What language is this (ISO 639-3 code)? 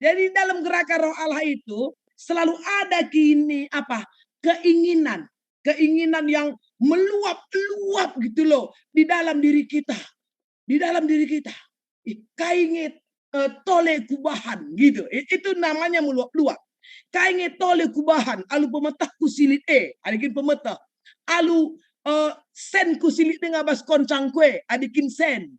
btx